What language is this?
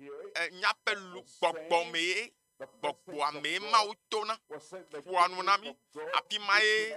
Ewe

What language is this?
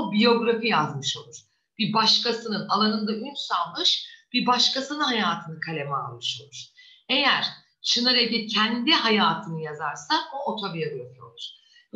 Turkish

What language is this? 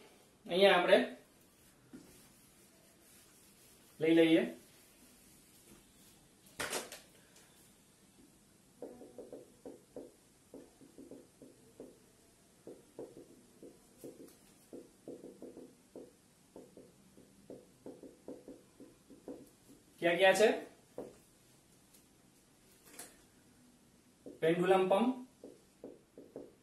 Gujarati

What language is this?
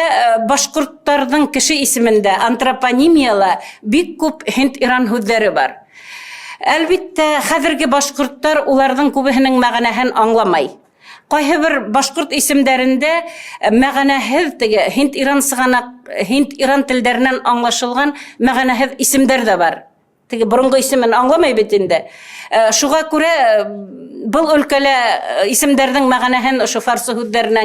Bashkir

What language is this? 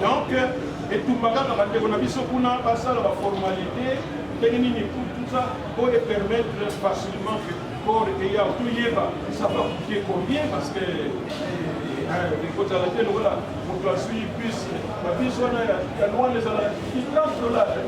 Lingala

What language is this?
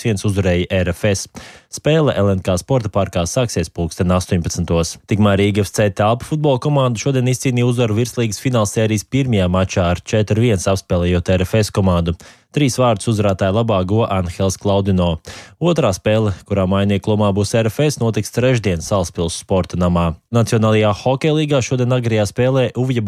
Latvian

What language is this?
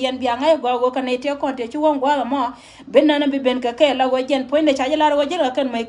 Nuer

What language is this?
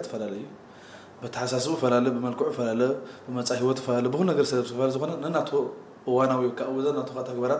Tigrinya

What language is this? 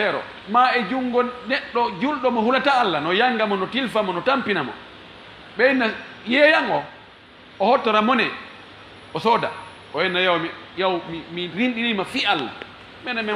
Fula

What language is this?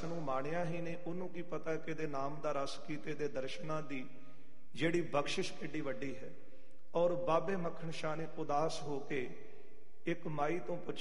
Punjabi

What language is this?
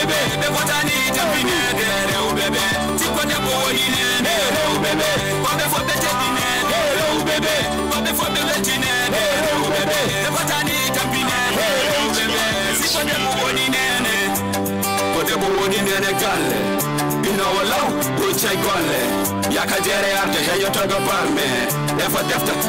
Fula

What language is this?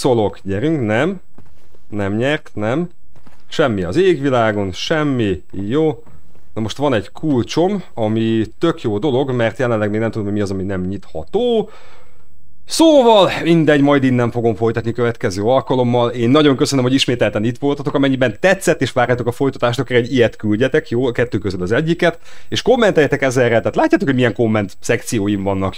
Hungarian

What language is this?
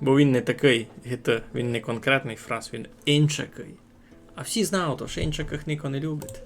Rusyn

